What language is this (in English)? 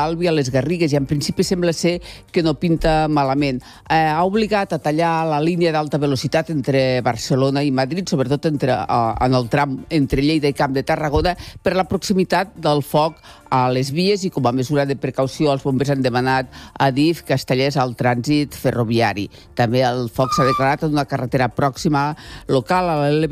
Catalan